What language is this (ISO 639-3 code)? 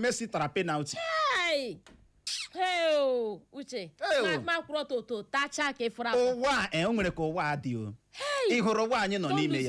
ibo